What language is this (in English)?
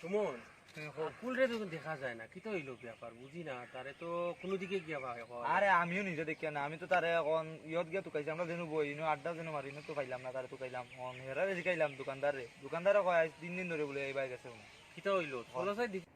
Sylheti